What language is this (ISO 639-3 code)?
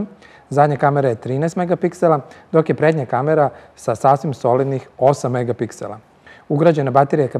srp